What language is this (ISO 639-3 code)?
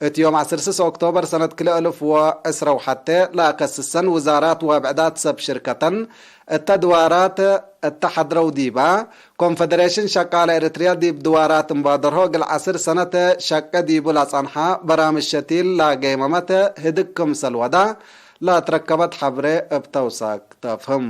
tig